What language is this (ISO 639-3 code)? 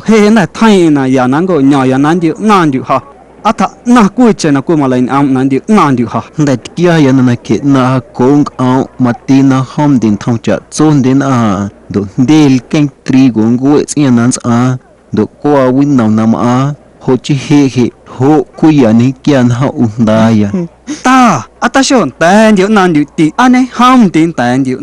amu